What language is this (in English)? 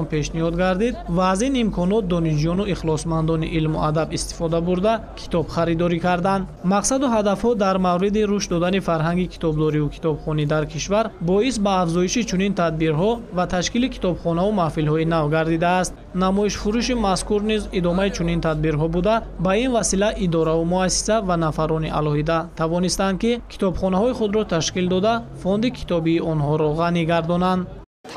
Tajik